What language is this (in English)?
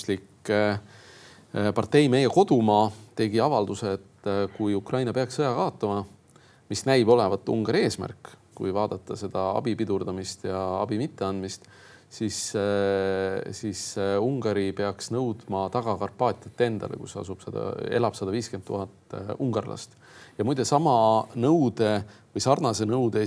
Estonian